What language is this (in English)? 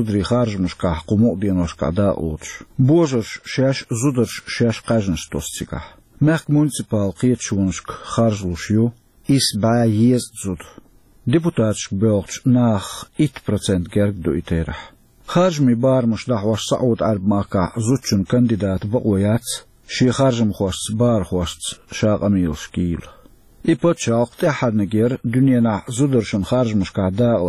Chechen